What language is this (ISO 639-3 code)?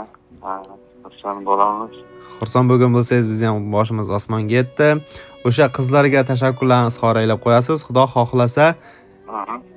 uzb